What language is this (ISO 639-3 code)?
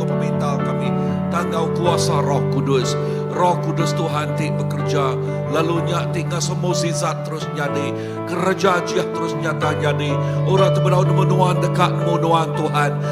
iba